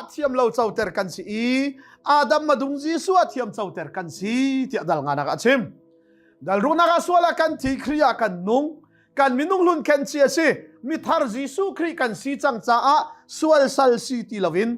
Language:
Hakha Chin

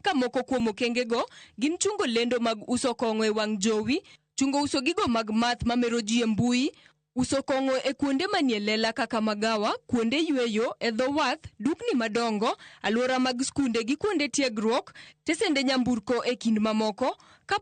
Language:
Luo (Kenya and Tanzania)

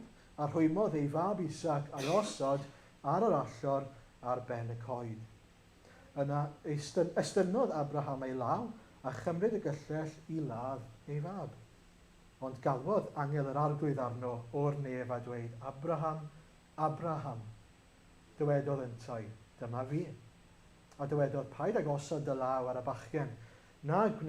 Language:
Welsh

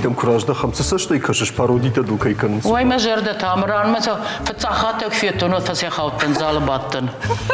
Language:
Ossetic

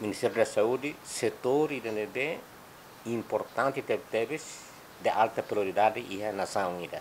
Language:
Tetum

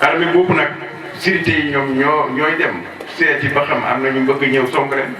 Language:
Wolof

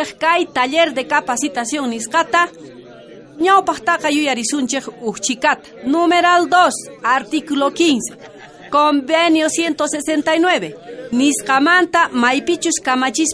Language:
South Bolivian Quechua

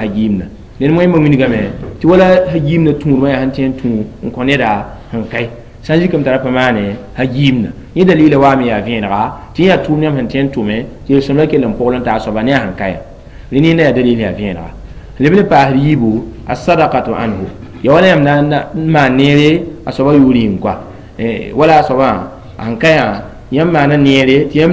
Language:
Mossi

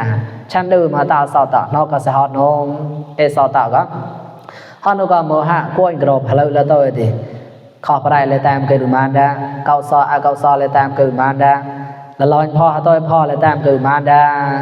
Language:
Mon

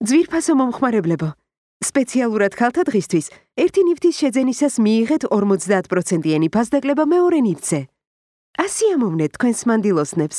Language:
Georgian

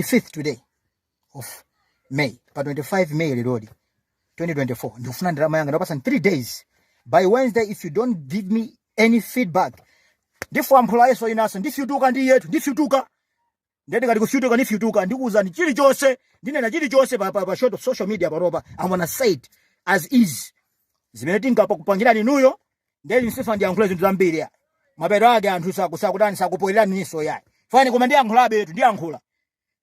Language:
Nyanja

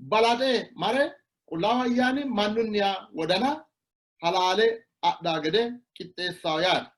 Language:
Sidamo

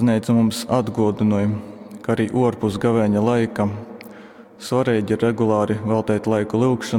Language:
Latgalian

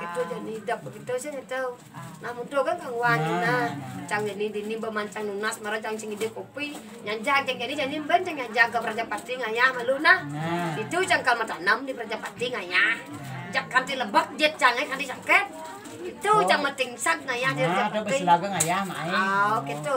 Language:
Balinese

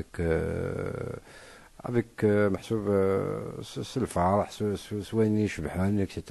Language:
Kabyle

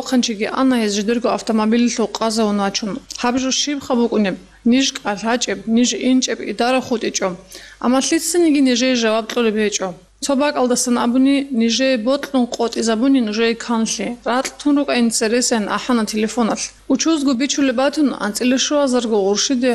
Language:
Avaric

